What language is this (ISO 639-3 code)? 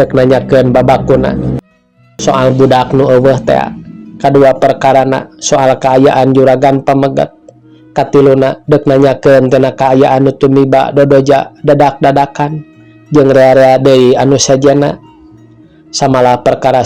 sun